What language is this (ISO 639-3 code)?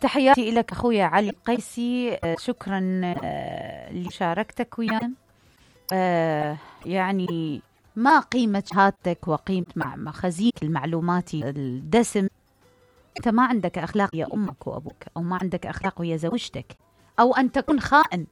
acm